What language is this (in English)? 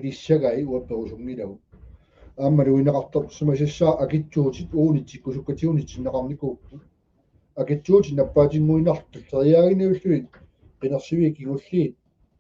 Kalaallisut